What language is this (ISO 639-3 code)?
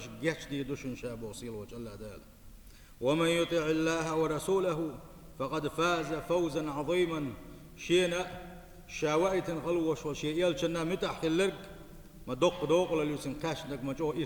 che